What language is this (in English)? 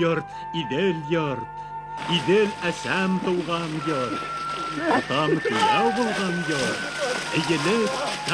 Bashkir